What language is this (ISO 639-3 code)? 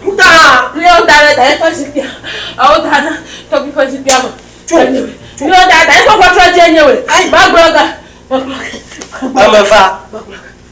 ewe